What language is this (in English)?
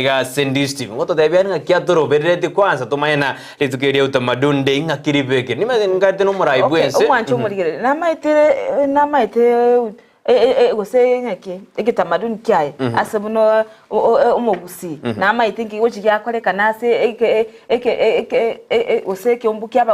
Gusii